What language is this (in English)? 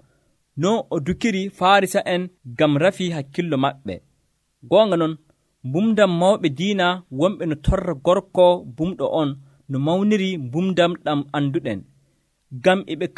Nigerian Fulfulde